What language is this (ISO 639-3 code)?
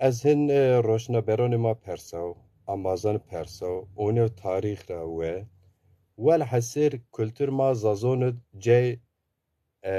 zza